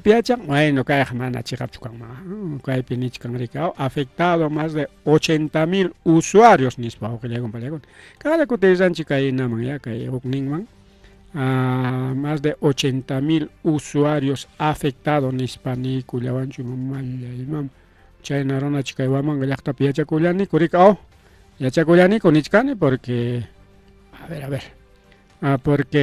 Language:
Ayacucho Quechua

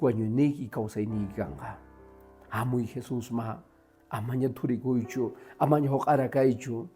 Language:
Quechua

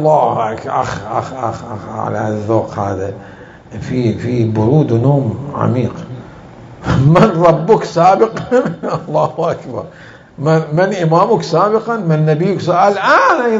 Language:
Mesopotamian Arabic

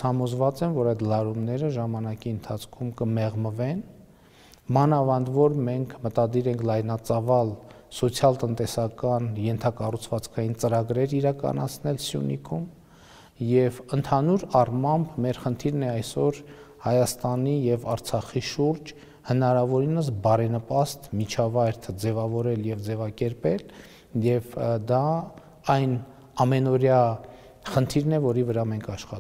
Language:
Armenian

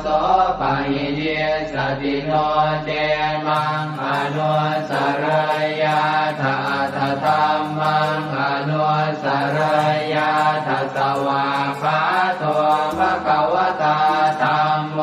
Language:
Pali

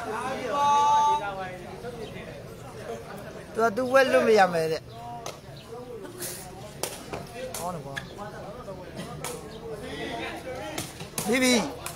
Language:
Burmese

